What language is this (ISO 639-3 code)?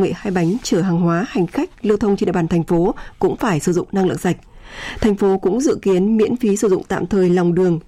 vie